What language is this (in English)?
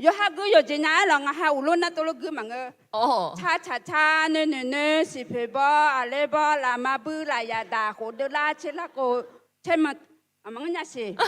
Akha